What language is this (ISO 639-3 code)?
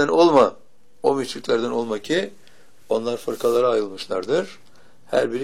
tur